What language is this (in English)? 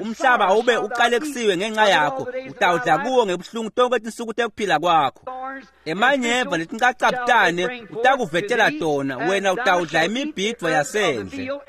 Swati